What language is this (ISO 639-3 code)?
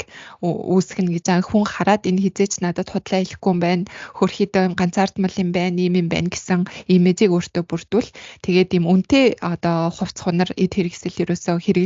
mon